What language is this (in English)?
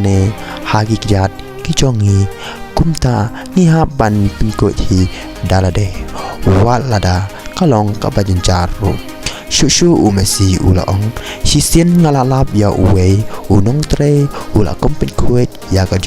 Khasi